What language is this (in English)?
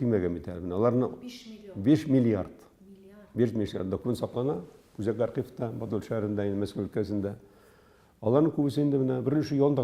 Tatar